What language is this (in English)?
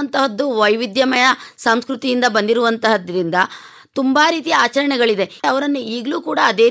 Kannada